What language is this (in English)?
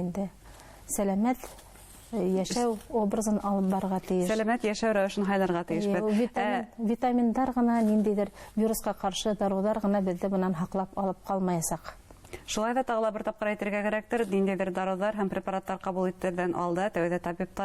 Bashkir